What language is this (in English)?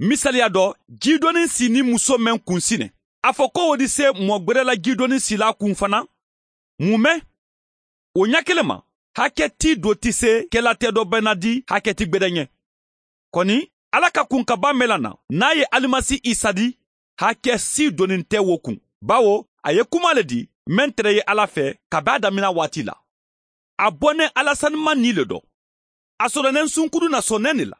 Mandingo